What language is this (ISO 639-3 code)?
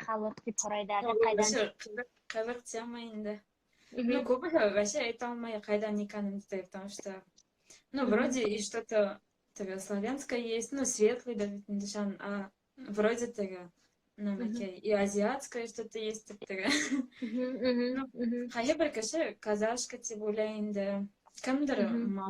bak